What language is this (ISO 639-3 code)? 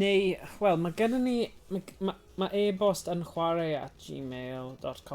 cym